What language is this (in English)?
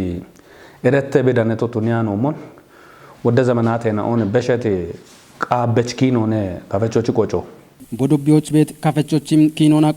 Kafa